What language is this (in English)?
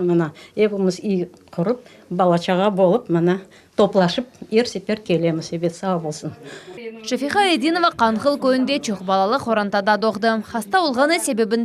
Crimean Tatar